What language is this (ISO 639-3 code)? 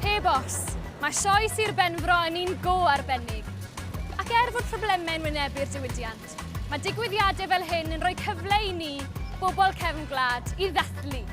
cym